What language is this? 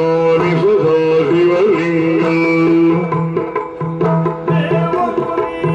Kannada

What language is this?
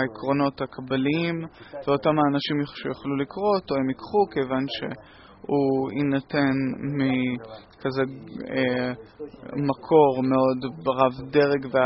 Hebrew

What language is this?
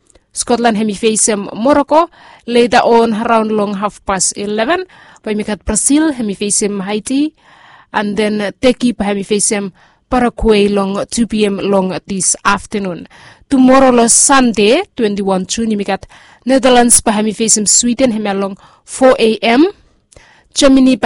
Bislama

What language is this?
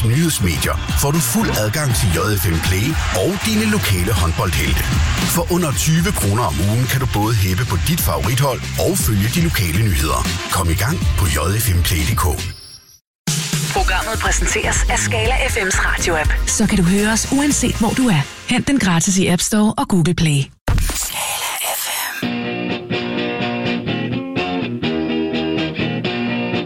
Danish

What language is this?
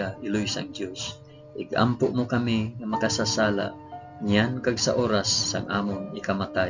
Hiligaynon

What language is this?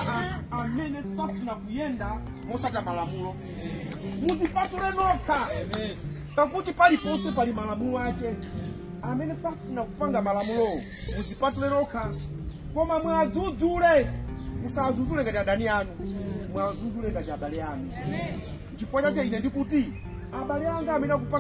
Nyanja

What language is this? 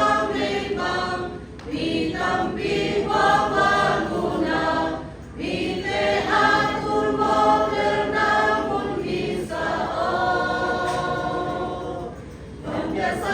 Siyin Chin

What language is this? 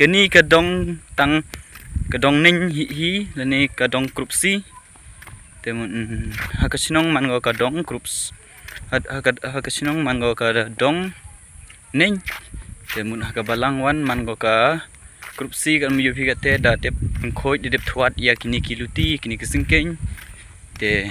Khasi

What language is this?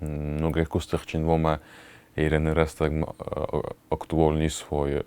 Ossetic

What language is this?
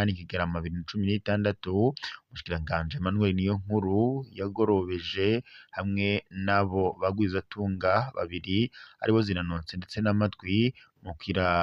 Rundi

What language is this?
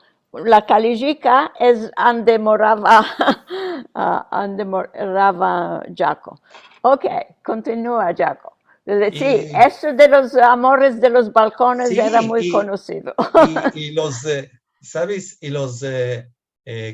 Ladino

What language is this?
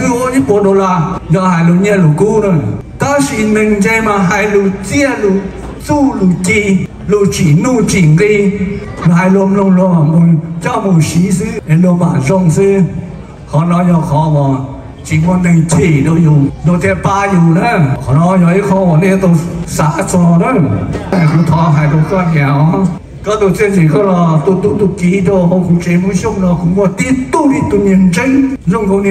Hmong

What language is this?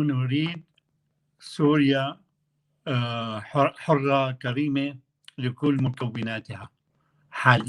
North Levantine Arabic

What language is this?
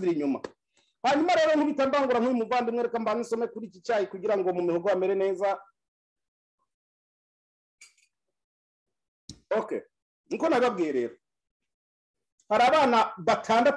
Kinyarwanda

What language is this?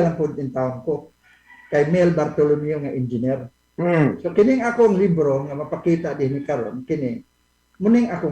Cebuano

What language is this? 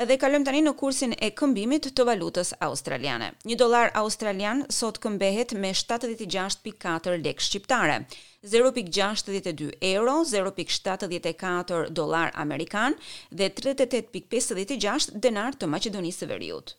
Albanian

